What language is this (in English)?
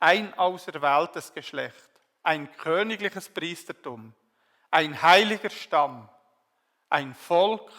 Swiss German